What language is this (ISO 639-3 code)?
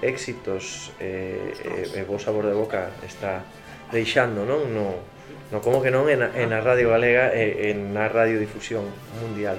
glg